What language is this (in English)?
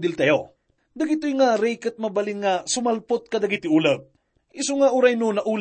Iloko